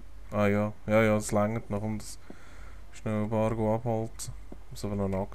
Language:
Swiss German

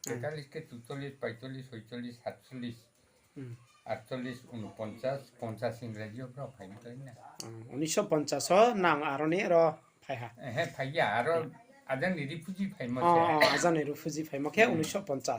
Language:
Riang (India)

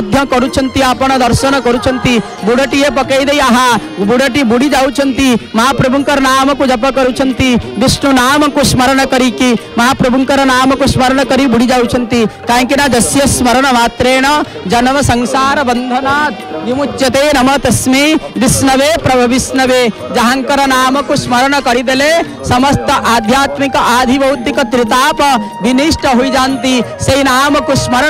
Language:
Odia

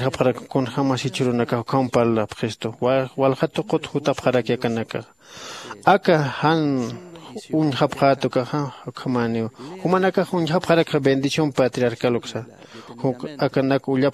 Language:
Aymara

